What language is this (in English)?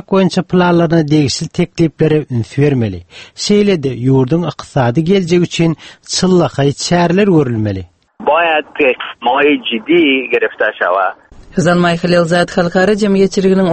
Turkmen